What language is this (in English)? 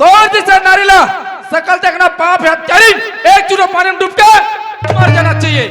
Chhattisgarhi